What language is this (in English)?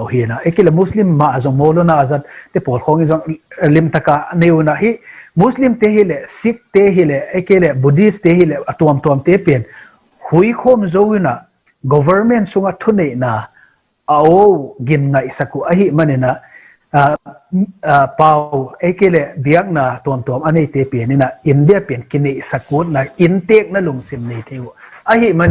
Tedim Chin